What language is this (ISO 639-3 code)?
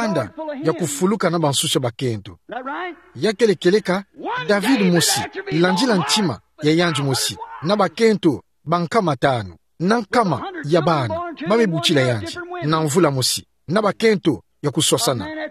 ktu